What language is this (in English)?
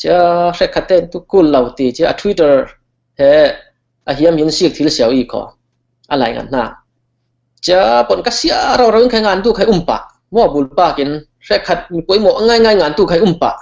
Falam Chin